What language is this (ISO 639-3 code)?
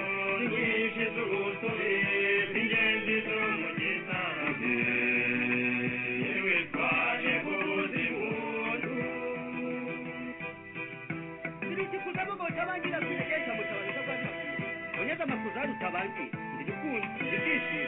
kin